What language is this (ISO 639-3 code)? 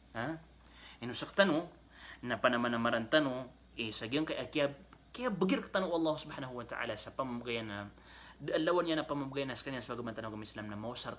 mrw